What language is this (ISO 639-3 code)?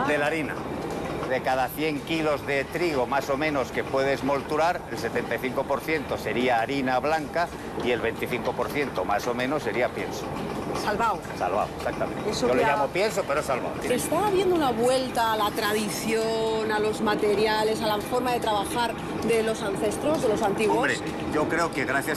spa